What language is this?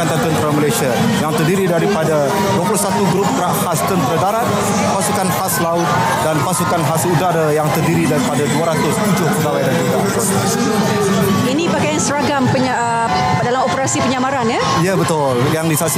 Malay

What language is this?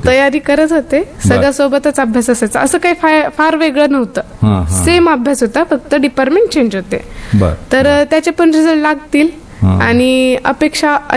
Marathi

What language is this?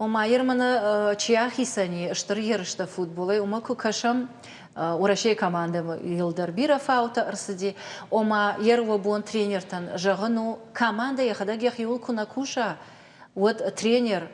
Ossetic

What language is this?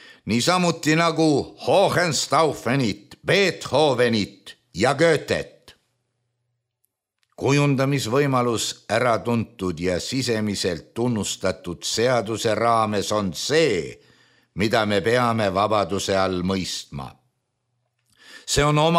Estonian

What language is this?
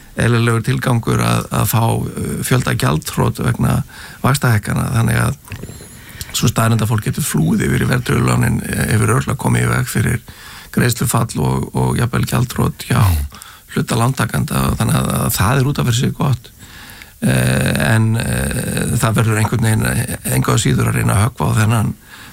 Icelandic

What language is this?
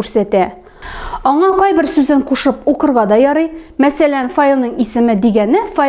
Tatar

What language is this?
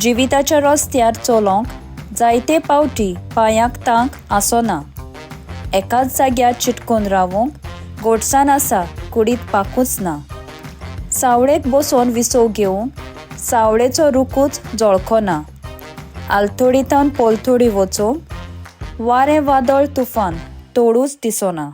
Konkani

